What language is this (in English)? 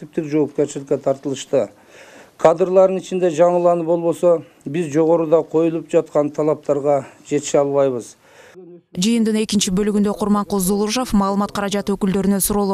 Kyrgyz